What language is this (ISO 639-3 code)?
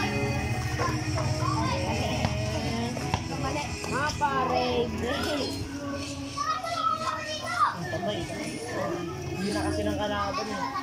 fil